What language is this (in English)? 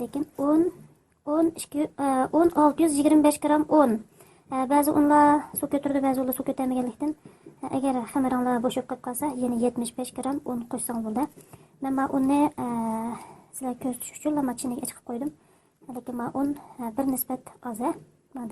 Uyghur